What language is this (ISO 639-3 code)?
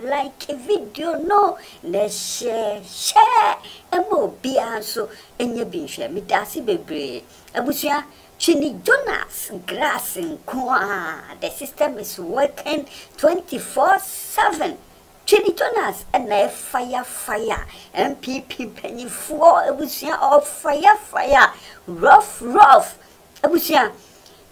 aka